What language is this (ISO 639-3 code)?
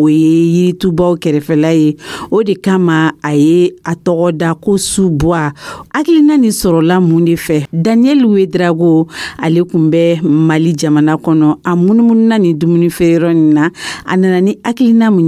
dyu